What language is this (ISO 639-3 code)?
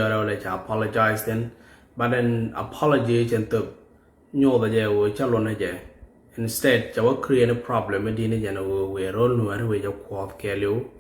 nus